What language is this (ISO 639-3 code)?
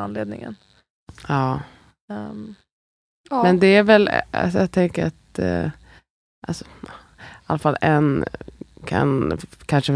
swe